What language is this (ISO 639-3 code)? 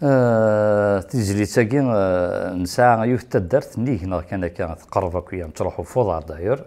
kab